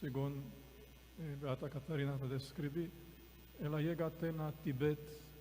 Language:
Papiamento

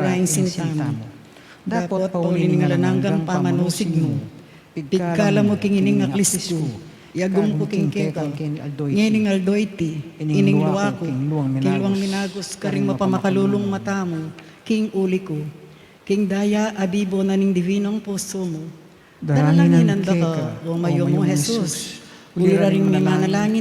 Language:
Pampanga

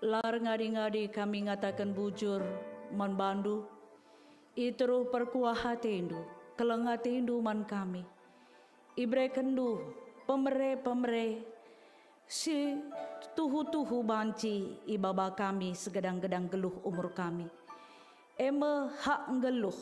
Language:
Batak Karo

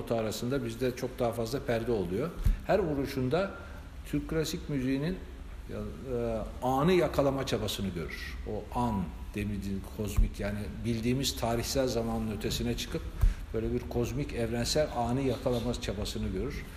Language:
Turkish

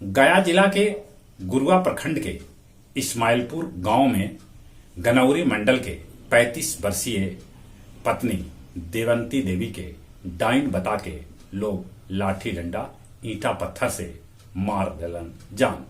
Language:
Magahi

